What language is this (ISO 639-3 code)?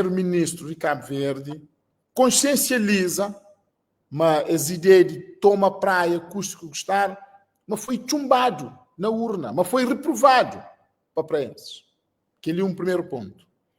kea